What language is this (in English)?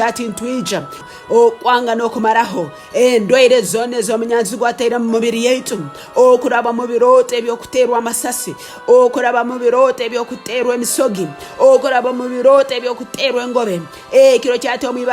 Tooro